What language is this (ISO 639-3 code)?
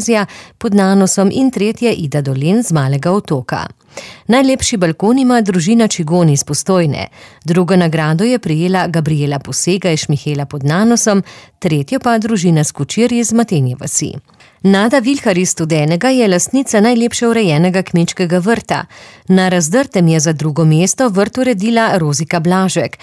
slv